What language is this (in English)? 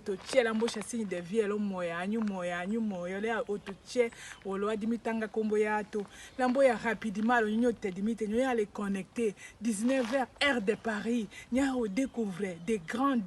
Tetela